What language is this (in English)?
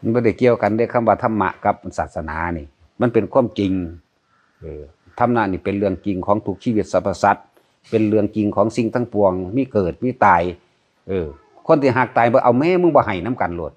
Northeastern Thai